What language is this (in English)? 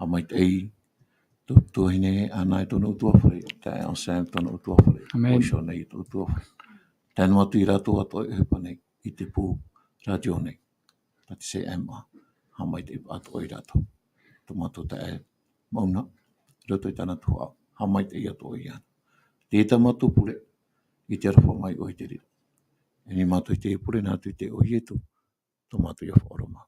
Tahitian